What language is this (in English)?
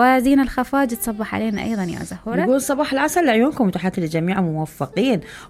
Mesopotamian Arabic